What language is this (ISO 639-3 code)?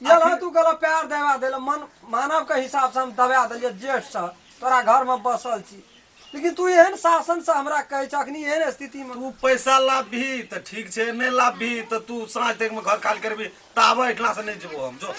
mai